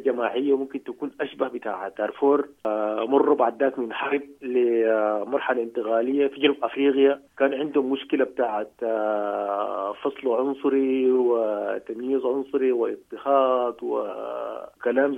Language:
Sudanese Arabic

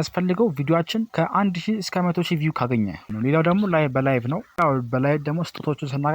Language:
Amharic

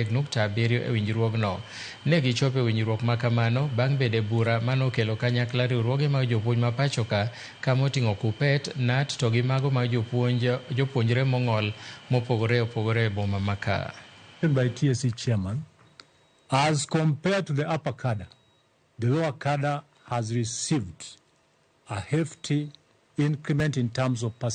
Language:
Luo (Kenya and Tanzania)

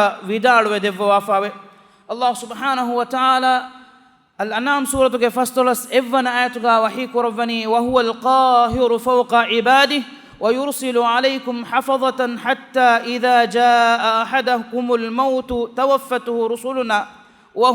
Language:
Divehi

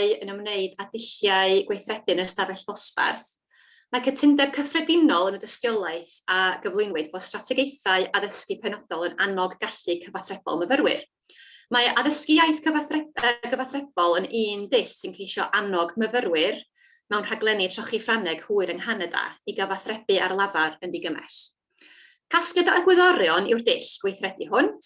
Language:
Welsh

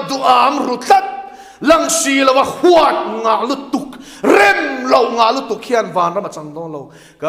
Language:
Mizo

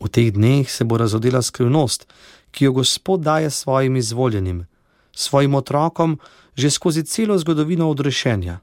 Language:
Slovenian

